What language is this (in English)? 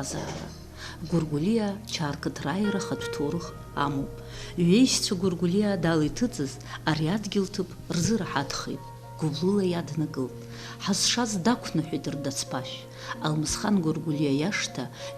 Abkhazian